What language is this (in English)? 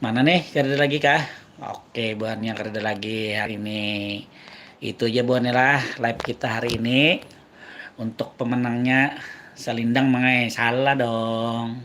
Banjar